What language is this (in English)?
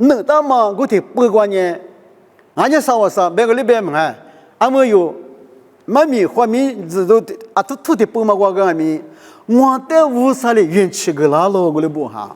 Lisu